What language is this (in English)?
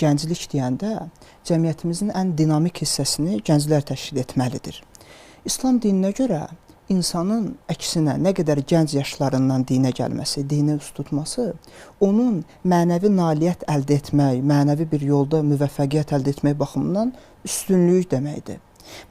Azerbaijani